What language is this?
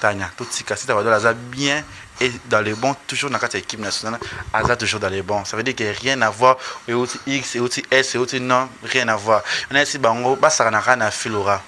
Lingala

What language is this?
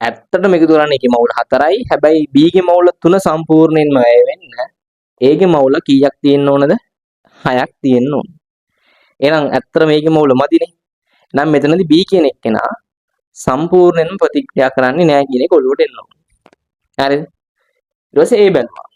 Sinhala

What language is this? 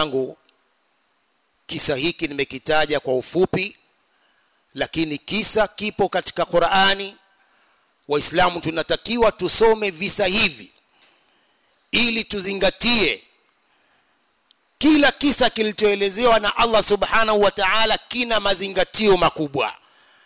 Swahili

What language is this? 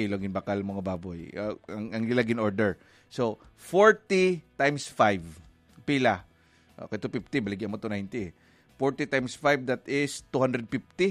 Hiligaynon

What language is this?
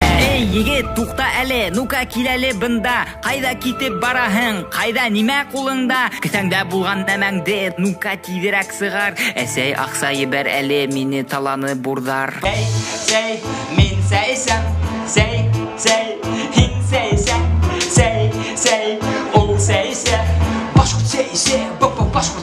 Bashkir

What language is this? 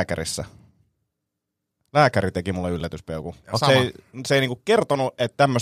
Finnish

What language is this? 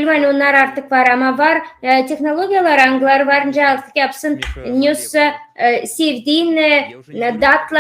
Gagauz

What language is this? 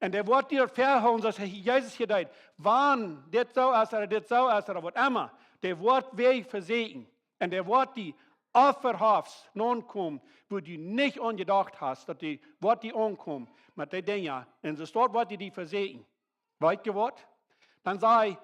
Plautdietsch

